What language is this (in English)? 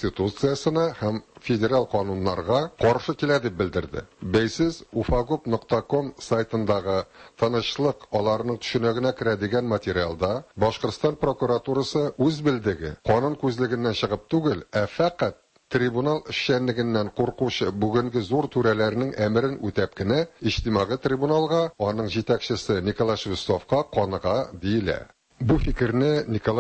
Tatar